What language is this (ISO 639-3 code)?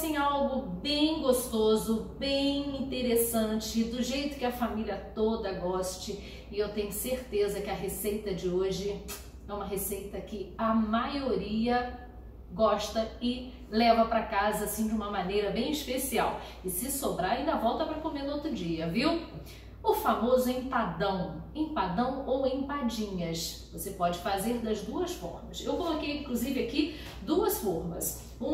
por